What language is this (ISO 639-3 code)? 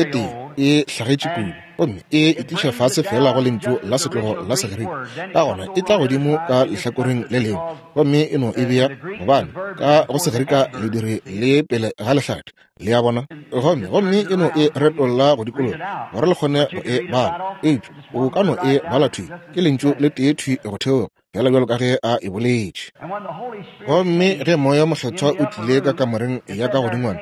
nso